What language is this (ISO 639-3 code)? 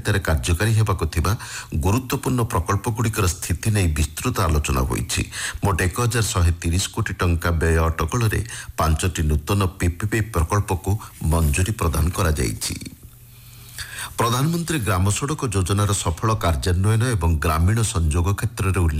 ori